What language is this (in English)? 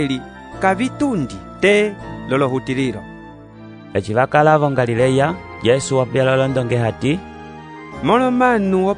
Umbundu